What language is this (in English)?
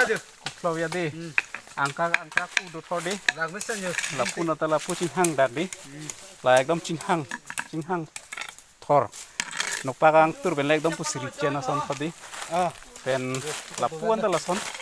Karbi